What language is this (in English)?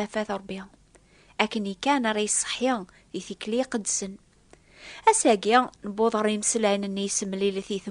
Kabyle